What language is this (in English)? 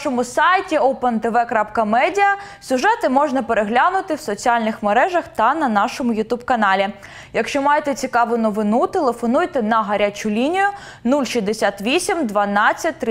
Ukrainian